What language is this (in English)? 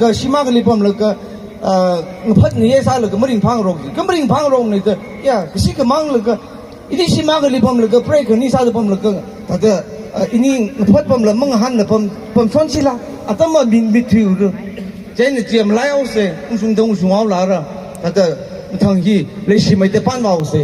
Tangkhul Naga (India)